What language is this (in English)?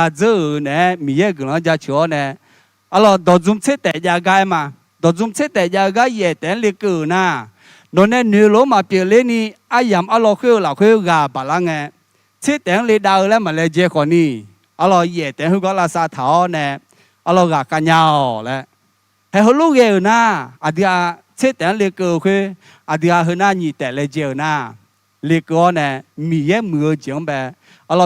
Akha